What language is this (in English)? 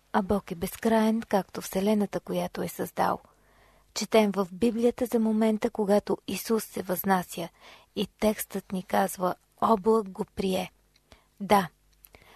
Bulgarian